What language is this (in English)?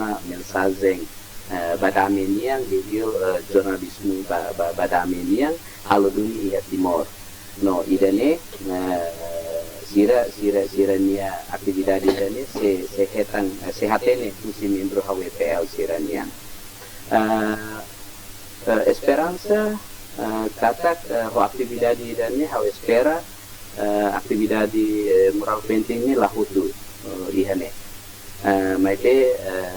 Tetum